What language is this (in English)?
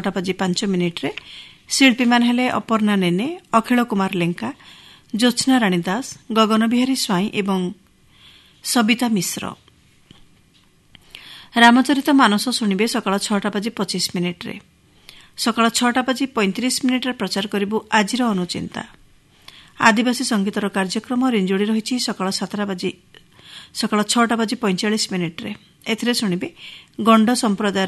Odia